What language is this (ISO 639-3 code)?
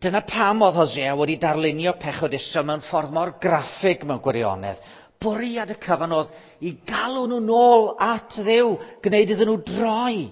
cym